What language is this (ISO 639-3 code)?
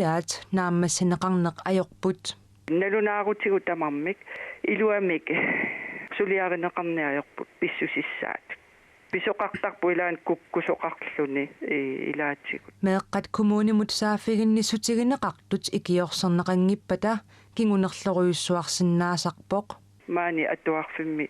kal